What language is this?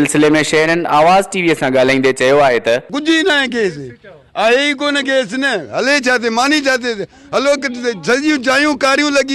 Sindhi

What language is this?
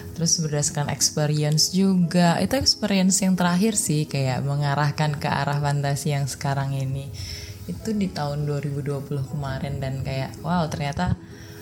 Indonesian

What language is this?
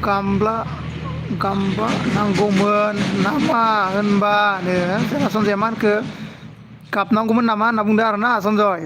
Bodo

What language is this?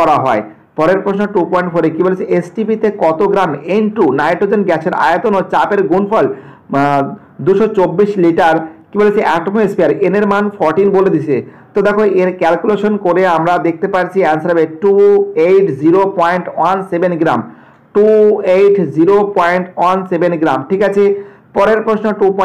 Bangla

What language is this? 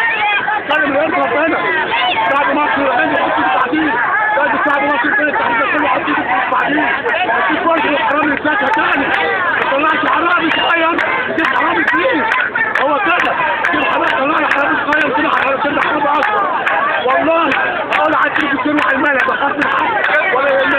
Egyptian Arabic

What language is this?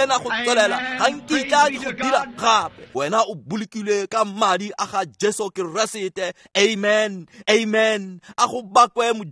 Tswana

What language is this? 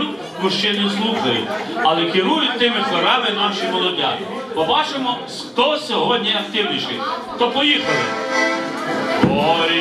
Ukrainian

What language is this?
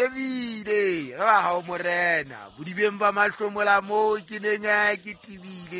Southern Sotho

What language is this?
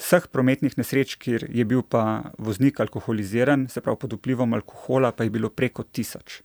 Slovenian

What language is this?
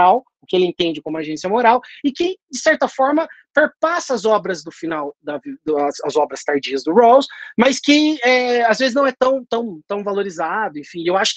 Portuguese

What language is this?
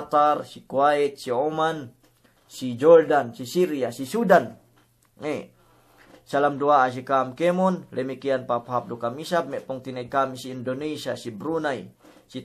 Yakan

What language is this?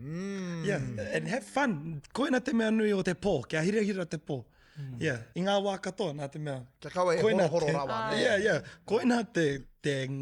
Māori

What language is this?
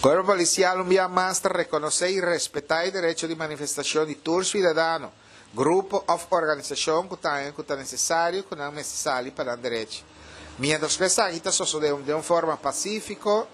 Papiamento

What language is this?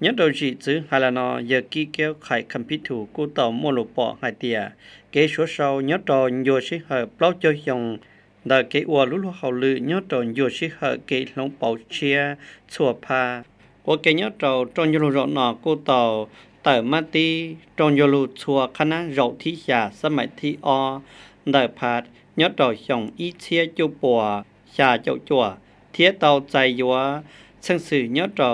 Hmong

